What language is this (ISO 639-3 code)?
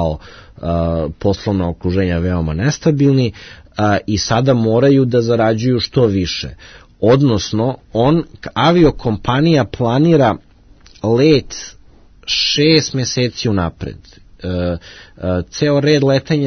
srp